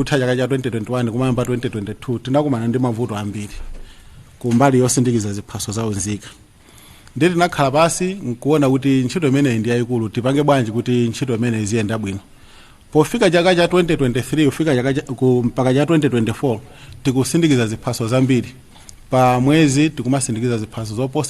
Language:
Nyanja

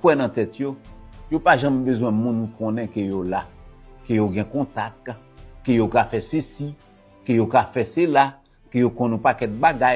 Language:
Haitian Creole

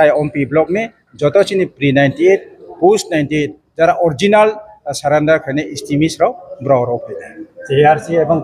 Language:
Riang (India)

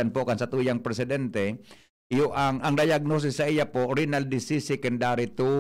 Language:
Bikol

